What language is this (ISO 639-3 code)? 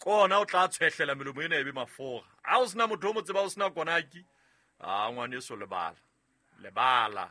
sot